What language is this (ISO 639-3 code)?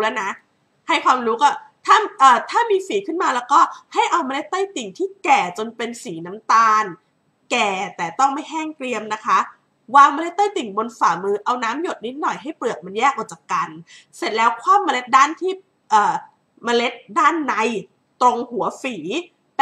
tha